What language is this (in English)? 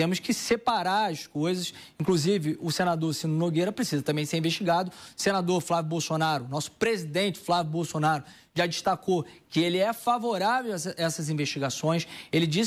Portuguese